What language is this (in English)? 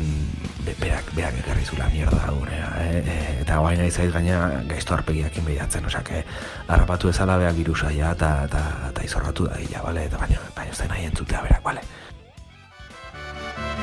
Basque